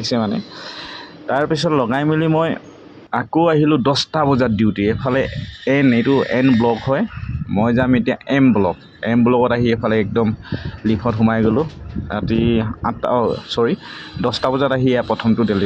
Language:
Assamese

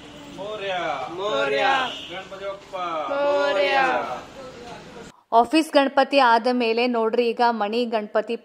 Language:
Kannada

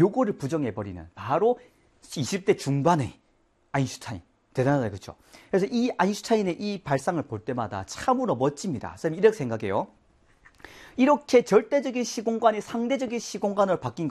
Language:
Korean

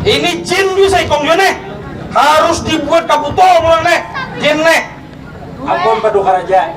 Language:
Banjar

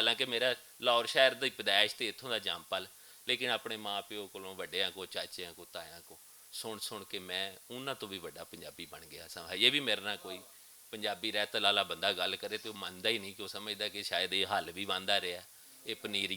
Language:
Western Panjabi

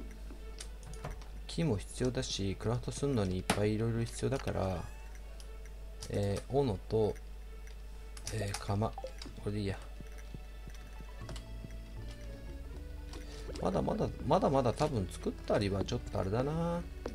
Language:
Japanese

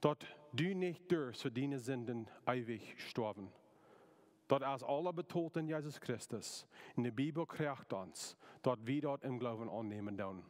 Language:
Plautdietsch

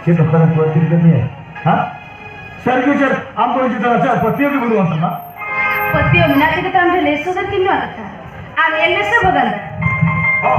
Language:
Santali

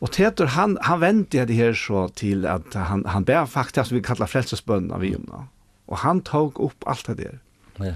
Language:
Faroese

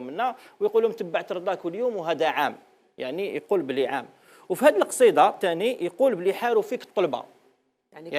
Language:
Algerian Arabic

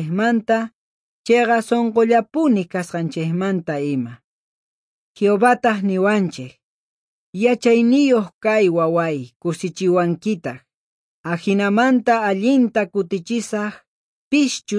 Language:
South Bolivian Quechua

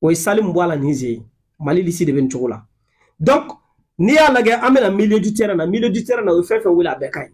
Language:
Bambara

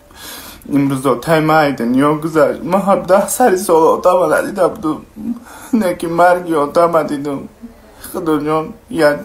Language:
Tajik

